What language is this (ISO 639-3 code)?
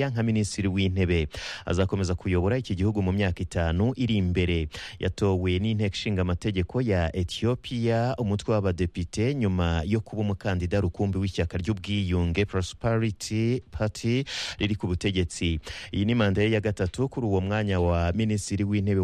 kin